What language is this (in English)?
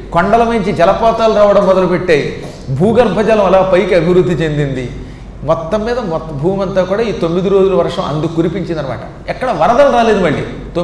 Telugu